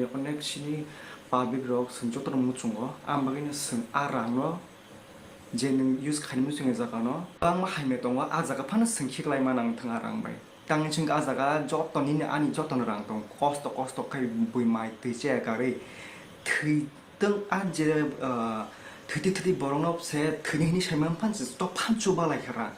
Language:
Kok Borok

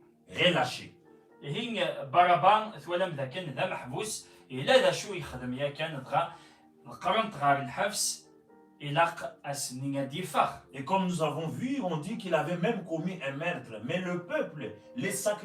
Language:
Kabyle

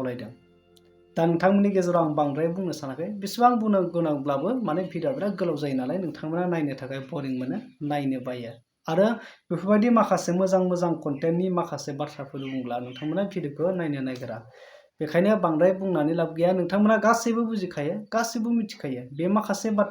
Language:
Bodo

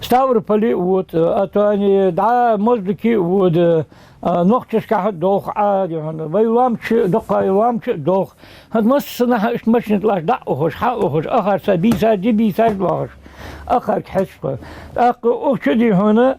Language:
Ingush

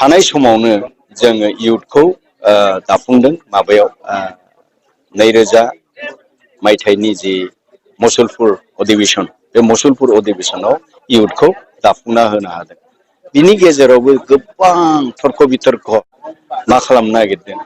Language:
Bodo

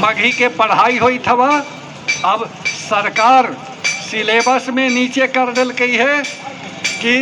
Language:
Magahi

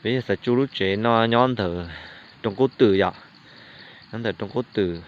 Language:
Hmong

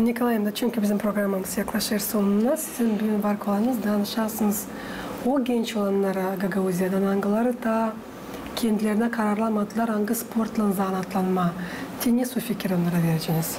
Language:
Gagauz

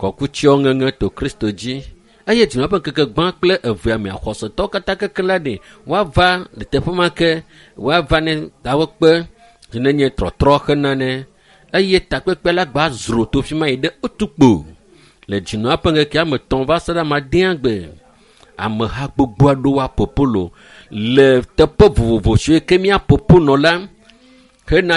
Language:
Ewe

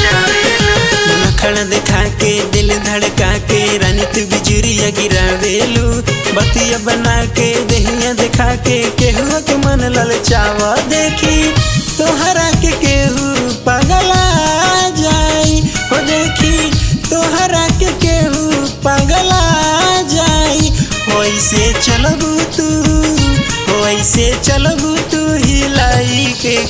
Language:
Bhojpuri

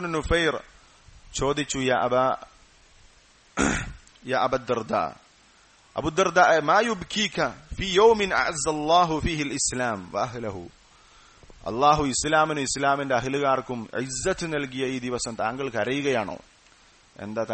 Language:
Malayalam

